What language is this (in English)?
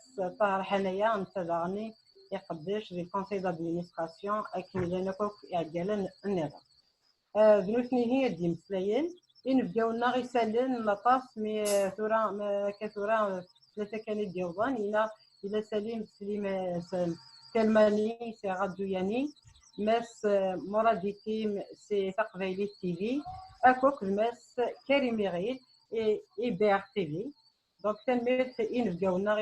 Kabyle